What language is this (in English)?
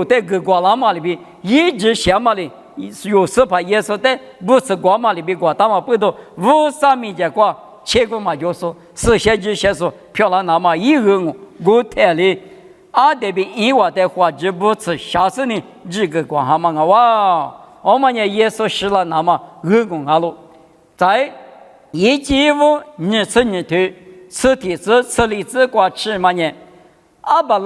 Lisu